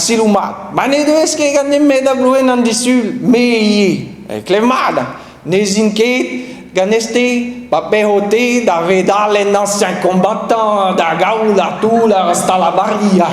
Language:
Breton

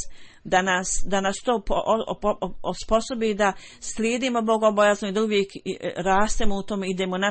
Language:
Bosnian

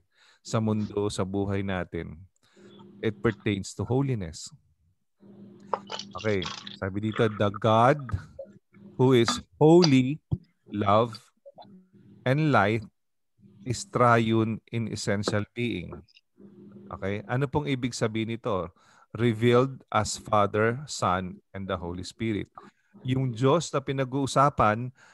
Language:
Filipino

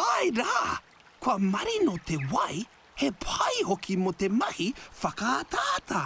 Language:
Māori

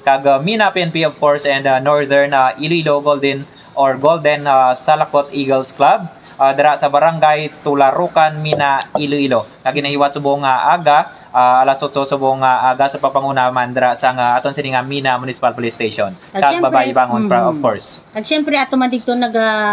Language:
Hiligaynon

